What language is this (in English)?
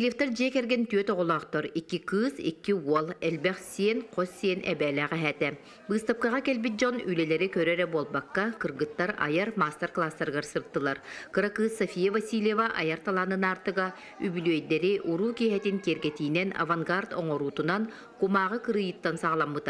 Yakut